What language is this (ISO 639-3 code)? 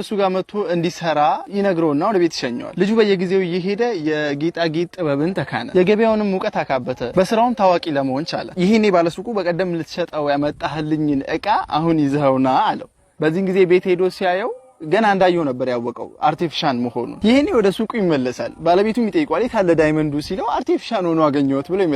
amh